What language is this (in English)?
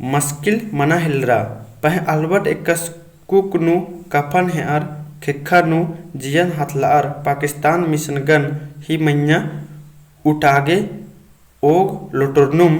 Kurukh